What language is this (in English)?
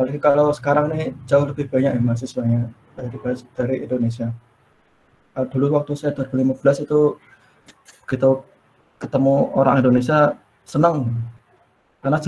Indonesian